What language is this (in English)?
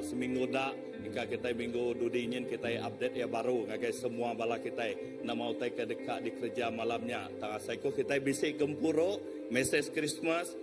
Iban